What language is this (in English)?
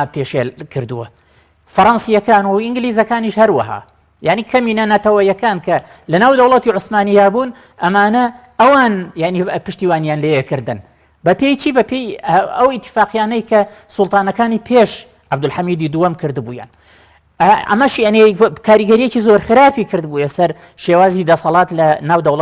Central Kurdish